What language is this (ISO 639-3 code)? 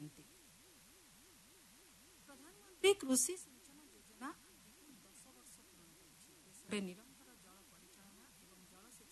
ori